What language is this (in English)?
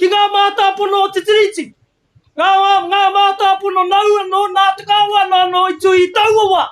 Māori